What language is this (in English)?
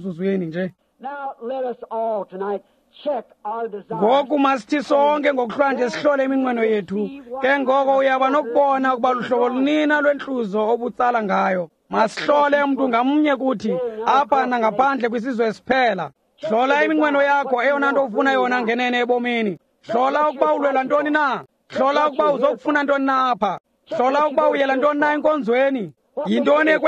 Xhosa